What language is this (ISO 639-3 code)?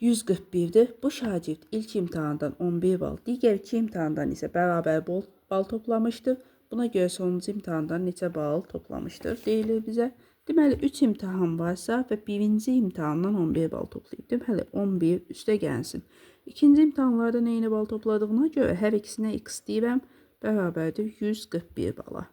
aze